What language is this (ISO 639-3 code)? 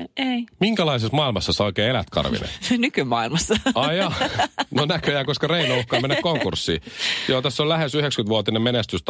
fin